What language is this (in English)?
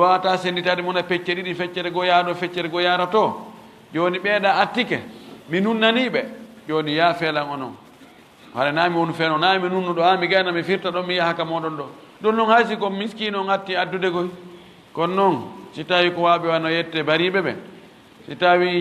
Fula